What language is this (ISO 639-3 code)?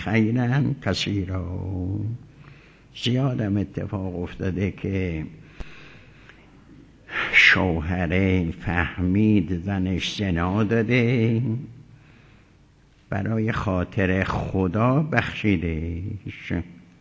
fas